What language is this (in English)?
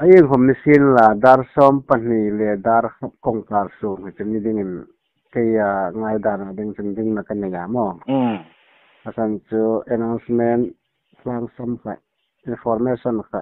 Hmar